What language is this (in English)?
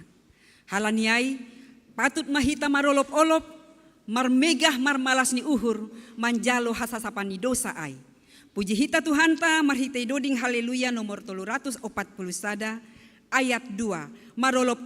Batak Simalungun